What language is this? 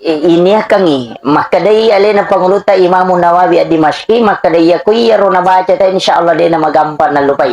Buginese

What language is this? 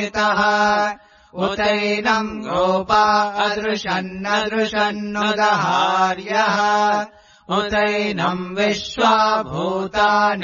Sanskrit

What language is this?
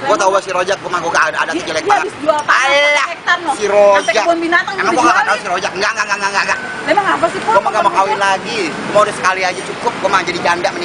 Betawi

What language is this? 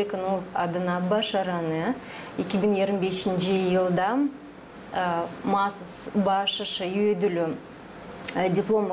Gagauz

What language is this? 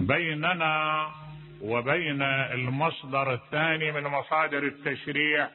Mesopotamian Arabic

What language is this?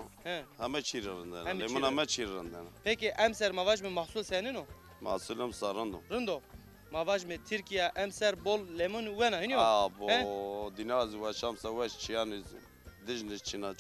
Zaza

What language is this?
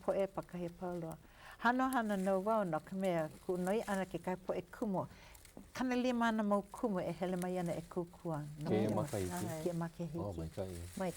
Hawaiian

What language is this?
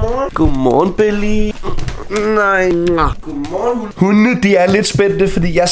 Danish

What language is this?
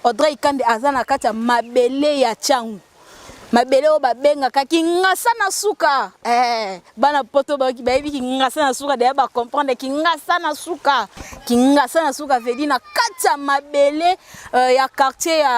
Lingala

